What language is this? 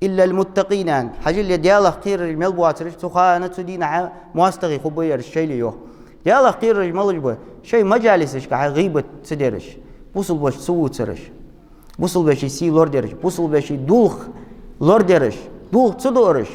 Ingush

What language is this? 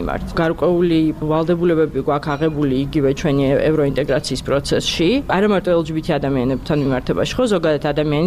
Georgian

